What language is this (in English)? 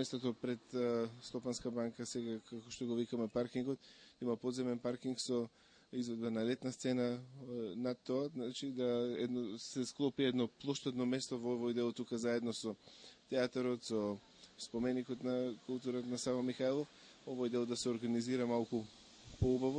Macedonian